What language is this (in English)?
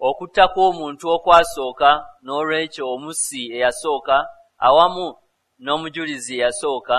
Ganda